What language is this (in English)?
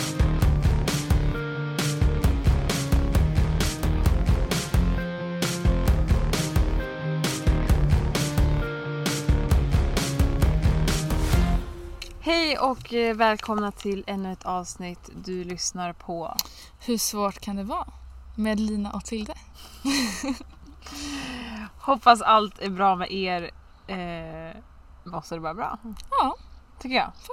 Swedish